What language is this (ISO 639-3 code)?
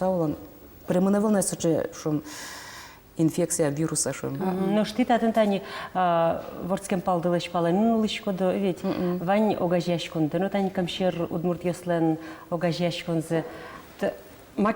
udm